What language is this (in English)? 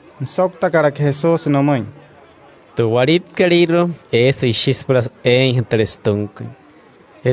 Wayuu